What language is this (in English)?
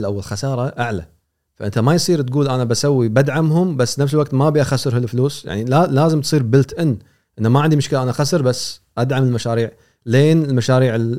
Gulf Arabic